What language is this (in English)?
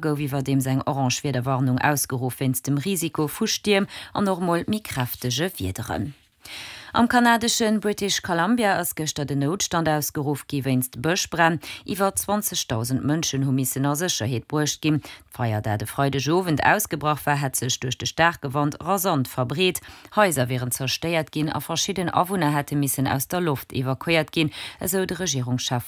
Luxembourgish